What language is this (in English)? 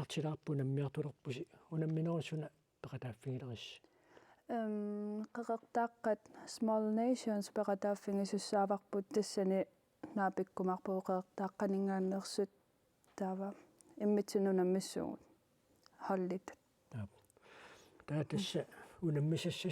Kalaallisut